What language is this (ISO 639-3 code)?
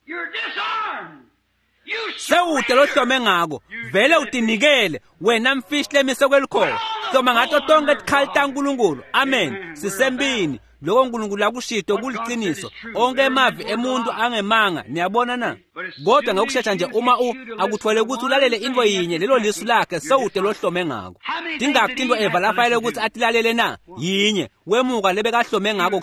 ssw